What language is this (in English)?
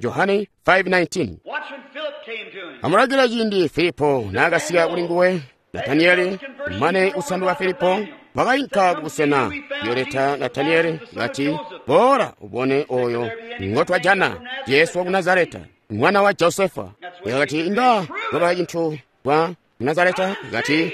Tonga (Zambia)